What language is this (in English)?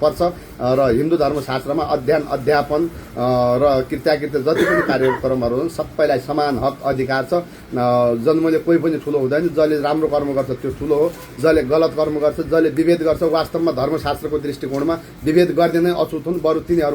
Nepali